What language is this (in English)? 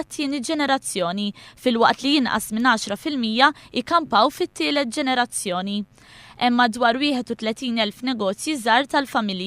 Maltese